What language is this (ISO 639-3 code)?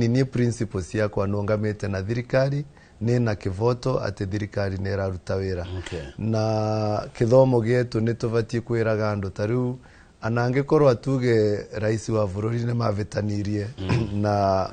kik